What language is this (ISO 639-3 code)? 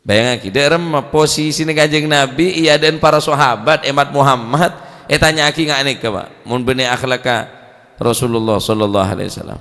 mad